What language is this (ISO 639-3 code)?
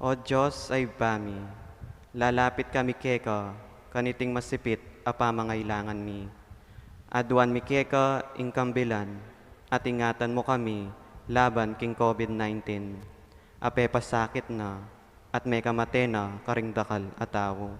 pam